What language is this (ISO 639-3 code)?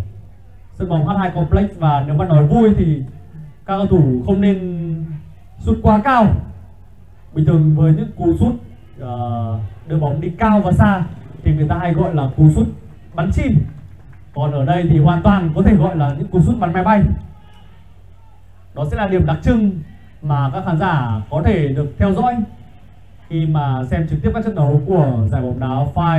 vie